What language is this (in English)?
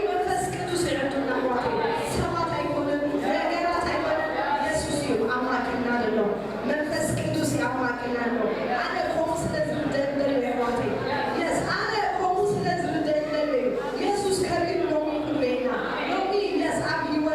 Tigrinya